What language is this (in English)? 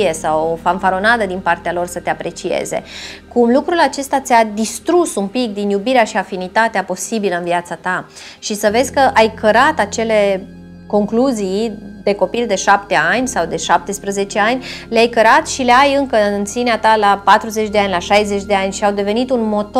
Romanian